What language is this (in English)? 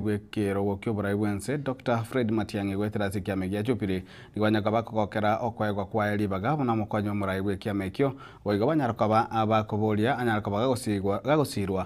Gusii